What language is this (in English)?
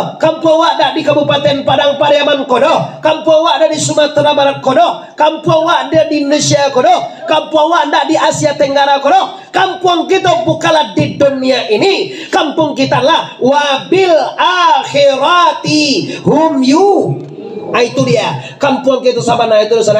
Minangkabau